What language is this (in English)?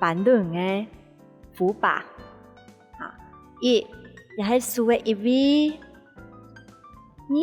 Hakka Chinese